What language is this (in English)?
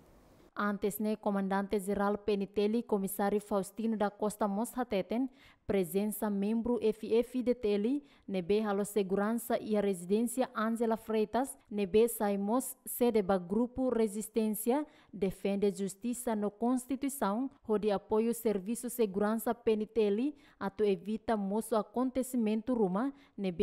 Tetum